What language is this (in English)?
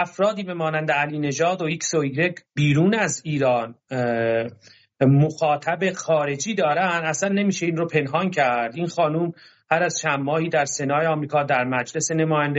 Persian